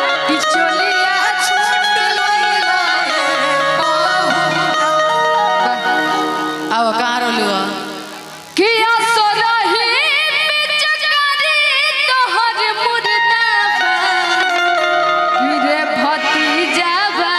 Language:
Bhojpuri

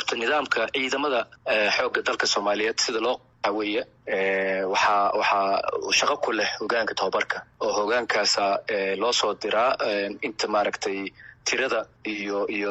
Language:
Somali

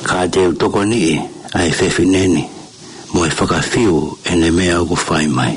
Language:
Tongan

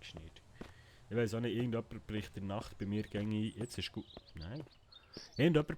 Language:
Swiss German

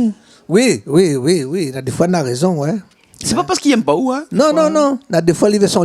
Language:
Réunion Creole French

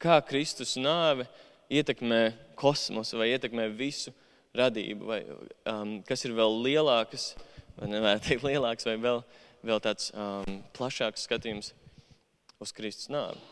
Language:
Latvian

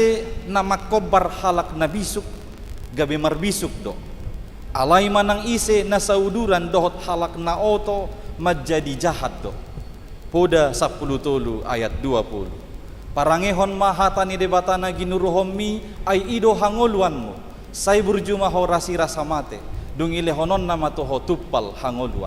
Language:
Batak Toba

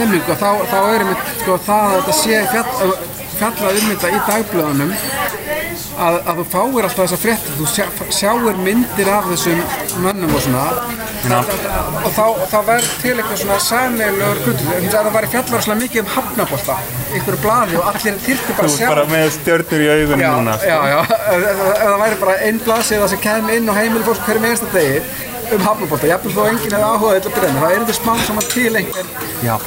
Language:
Icelandic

